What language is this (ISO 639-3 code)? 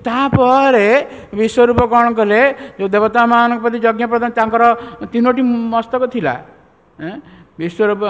ori